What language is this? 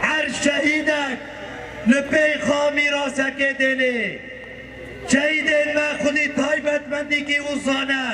Kurdish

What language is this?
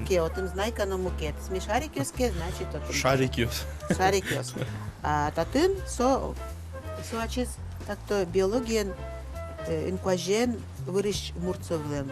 Udmurt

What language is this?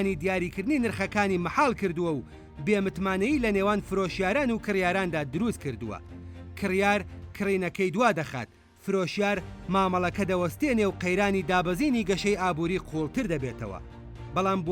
Central Kurdish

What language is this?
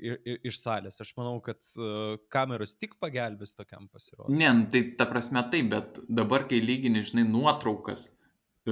Lithuanian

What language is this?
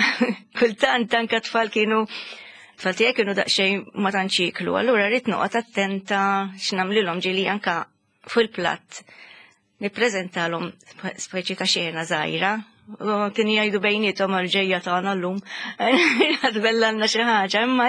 Maltese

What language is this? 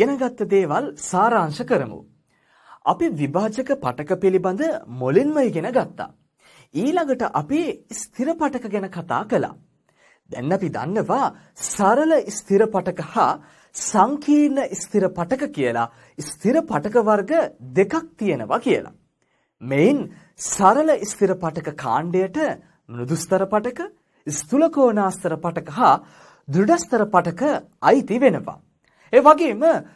Sinhala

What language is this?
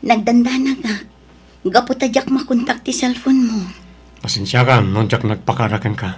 Iloko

